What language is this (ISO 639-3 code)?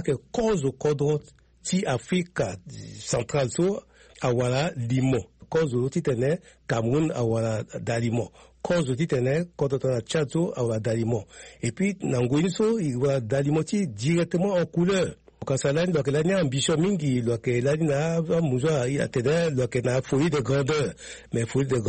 sag